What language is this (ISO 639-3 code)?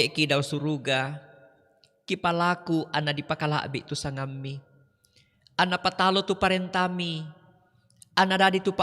sda